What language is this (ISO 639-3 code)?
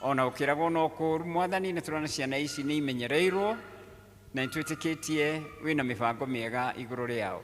kik